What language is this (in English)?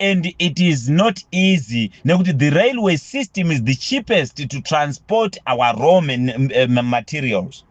Shona